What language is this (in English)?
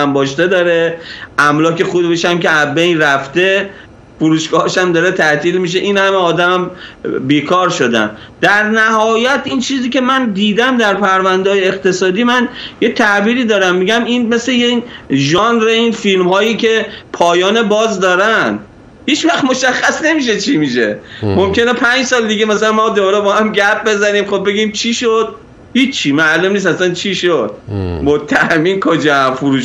Persian